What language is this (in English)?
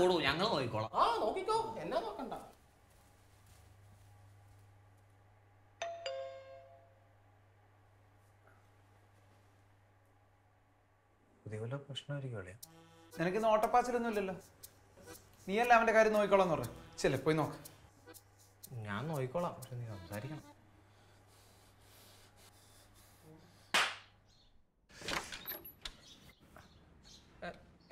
Malayalam